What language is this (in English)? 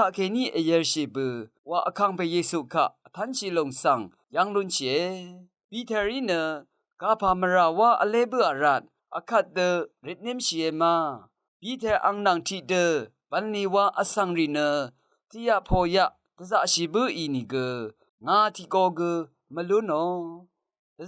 Rawang